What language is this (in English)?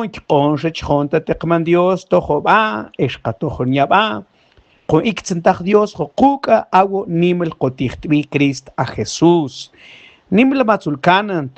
Mam